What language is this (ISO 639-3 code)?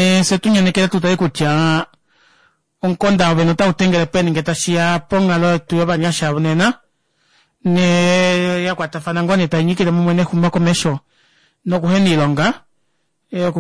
kua